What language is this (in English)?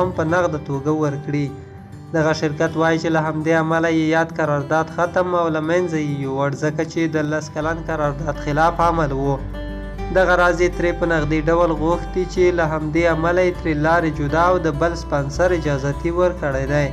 Pashto